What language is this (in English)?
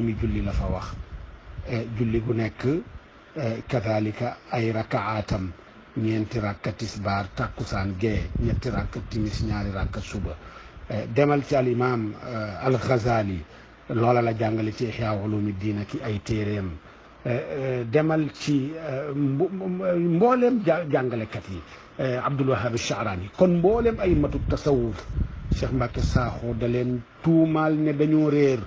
Wolof